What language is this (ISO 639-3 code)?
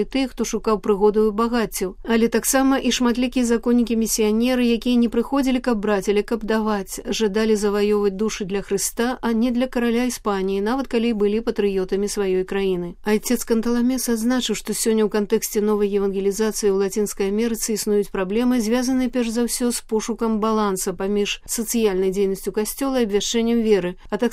bel